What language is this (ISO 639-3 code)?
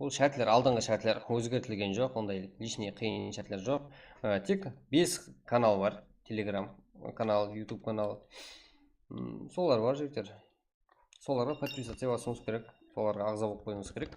kaa